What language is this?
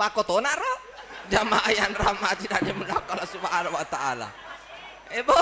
Buginese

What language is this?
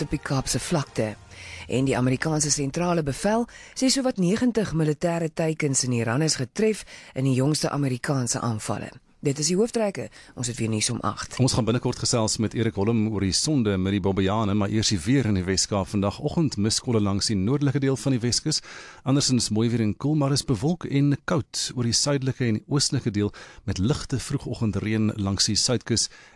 Afrikaans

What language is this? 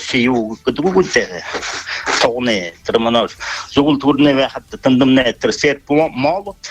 Buriat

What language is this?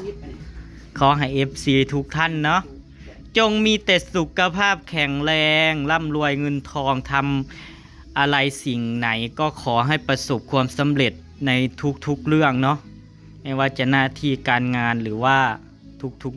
Northeastern Thai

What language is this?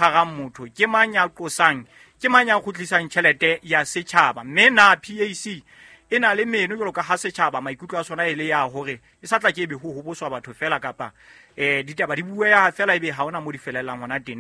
Southern Sotho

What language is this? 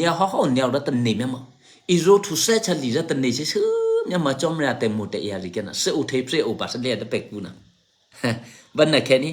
Eastern Kayah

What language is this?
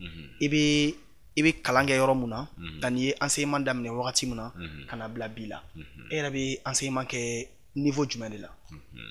Bambara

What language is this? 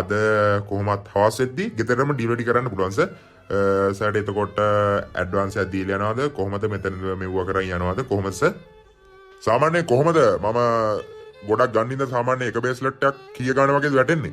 Sinhala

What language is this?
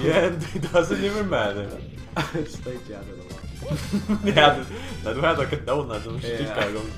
Faroese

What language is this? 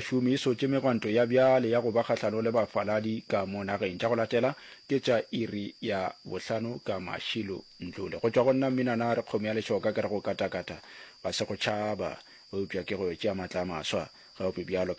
Northern Sotho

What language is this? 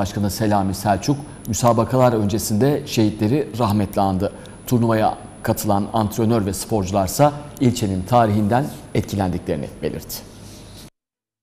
Turkish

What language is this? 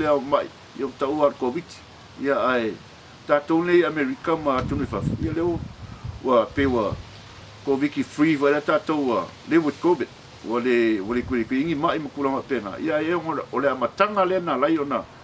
Samoan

